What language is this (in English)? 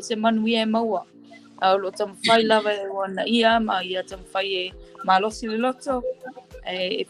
Samoan